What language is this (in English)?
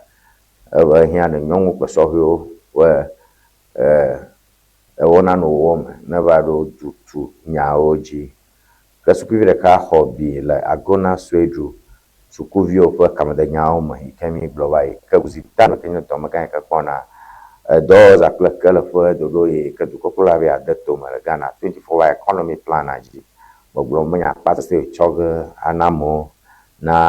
Ewe